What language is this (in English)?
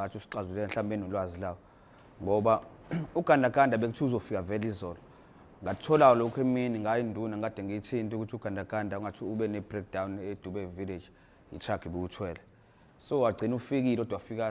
Zulu